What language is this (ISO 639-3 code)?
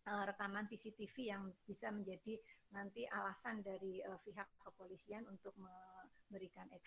ind